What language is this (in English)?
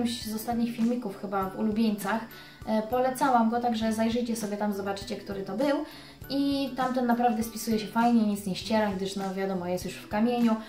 Polish